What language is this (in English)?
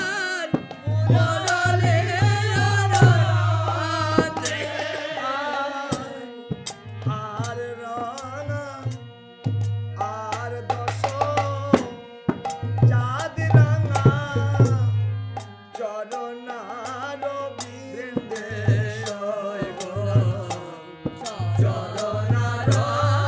Bangla